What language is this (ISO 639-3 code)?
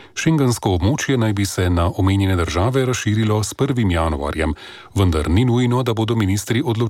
slv